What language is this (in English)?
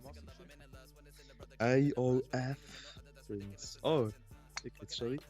Swiss German